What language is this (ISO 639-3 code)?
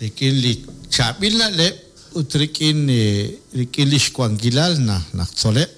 kek